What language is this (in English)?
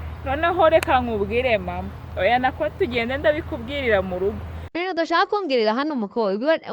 Kinyarwanda